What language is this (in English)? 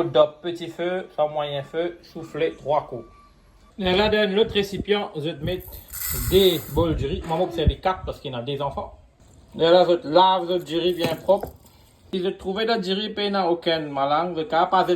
Morisyen